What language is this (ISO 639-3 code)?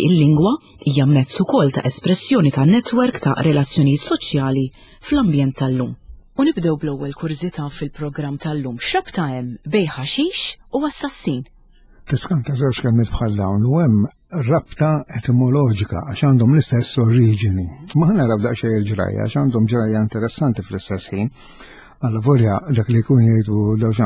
mlt